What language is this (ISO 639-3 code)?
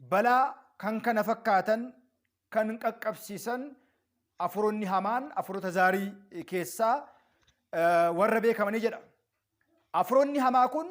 orm